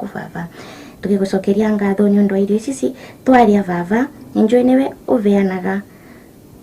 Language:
Meru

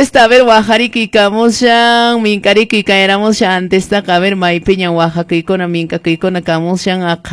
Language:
Quechua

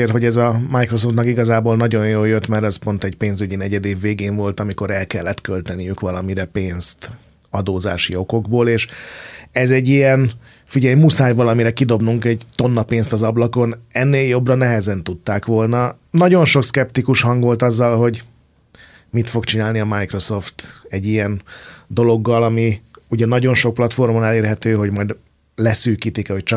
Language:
Hungarian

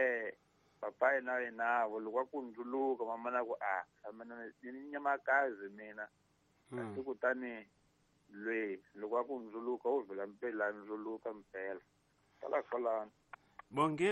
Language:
Tsonga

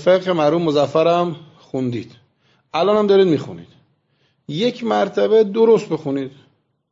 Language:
Persian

